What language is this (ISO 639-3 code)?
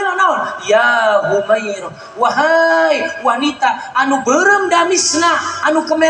sun